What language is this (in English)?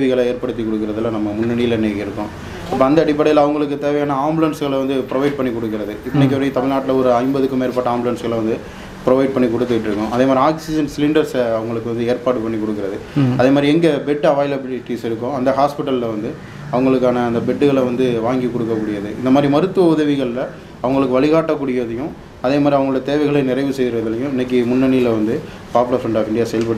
Tamil